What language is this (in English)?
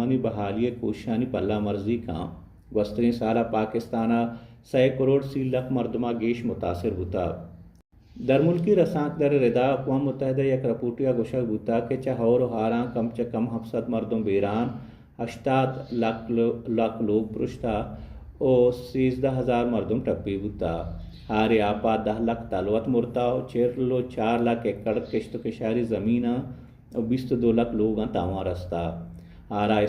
Baluchi